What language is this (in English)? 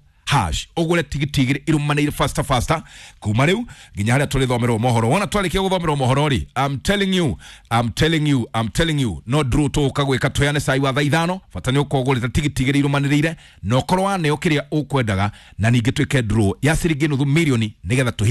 Kikuyu